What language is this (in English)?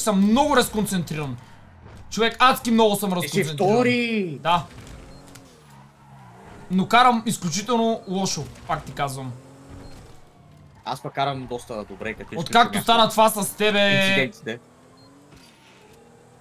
Bulgarian